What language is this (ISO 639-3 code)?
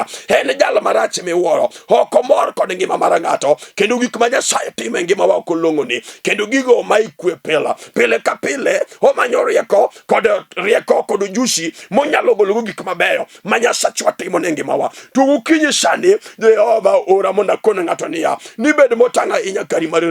luo